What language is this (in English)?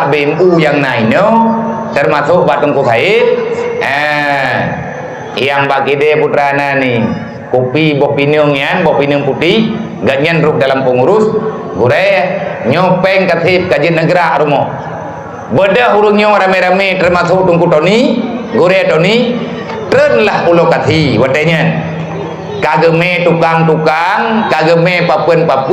Achinese